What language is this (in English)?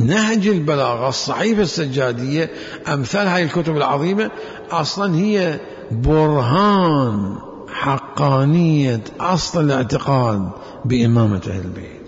Mesopotamian Arabic